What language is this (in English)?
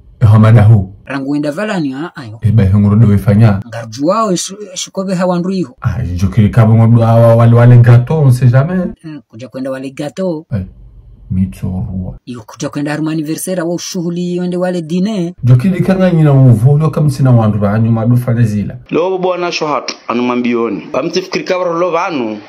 Ngazidja Comorian